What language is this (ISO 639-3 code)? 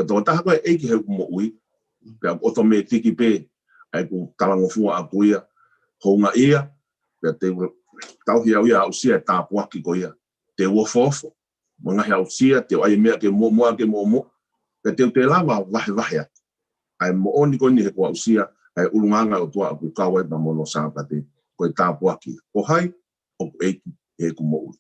ton